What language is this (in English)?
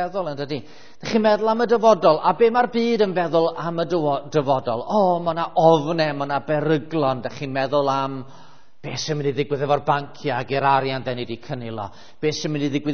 Welsh